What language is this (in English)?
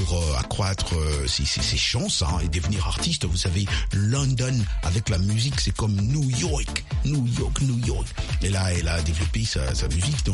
French